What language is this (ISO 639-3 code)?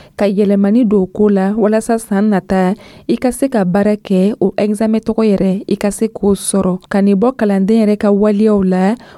dyu